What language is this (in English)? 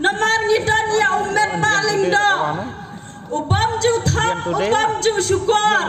Khasi